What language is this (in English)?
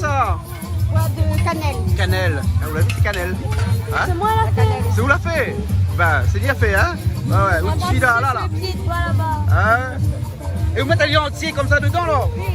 Réunion Creole French